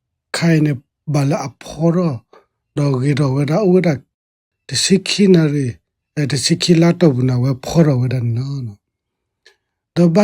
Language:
S'gaw Karen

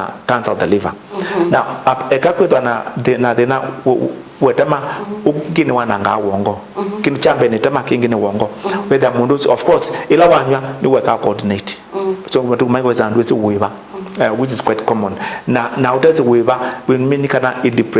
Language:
Kamba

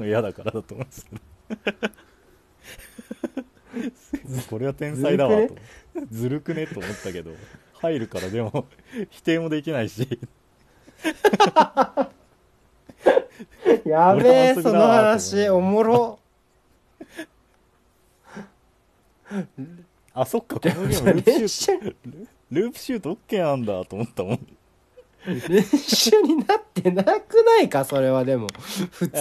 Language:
Japanese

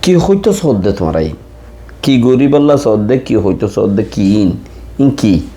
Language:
Rohingya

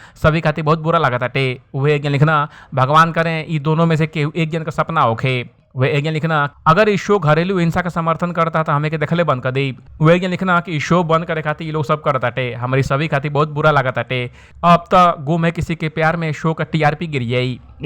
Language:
Bhojpuri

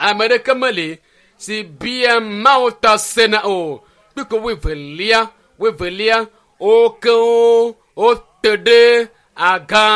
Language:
Ewe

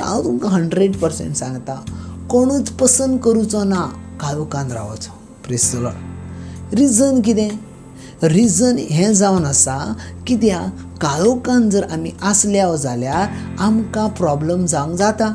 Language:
Konkani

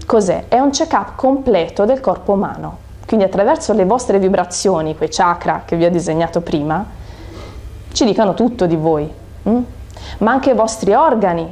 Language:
Italian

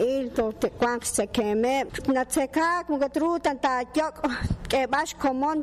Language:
Kekchí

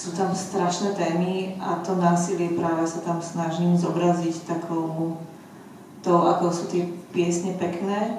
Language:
Slovak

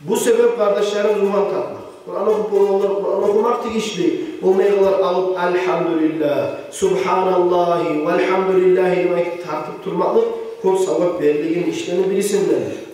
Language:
Kumyk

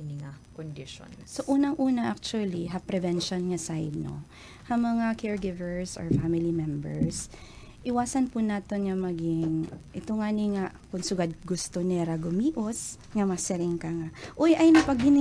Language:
Waray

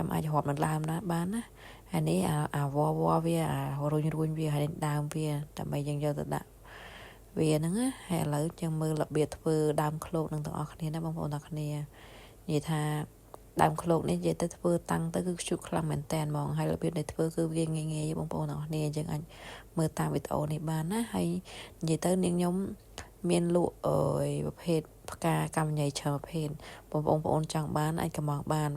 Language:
Khmer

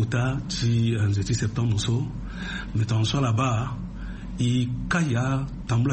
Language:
Sango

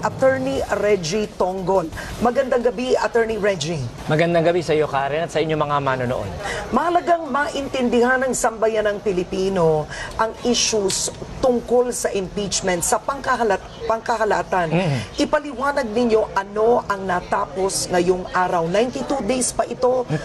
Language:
Filipino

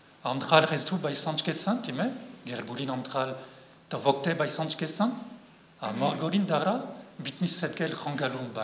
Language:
Breton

